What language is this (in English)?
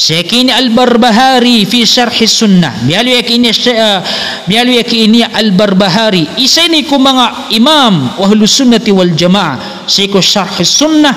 Maranao